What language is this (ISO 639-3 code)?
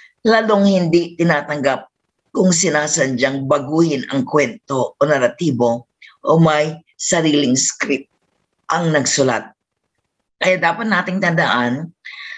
fil